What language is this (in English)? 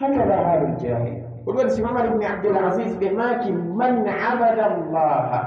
Pular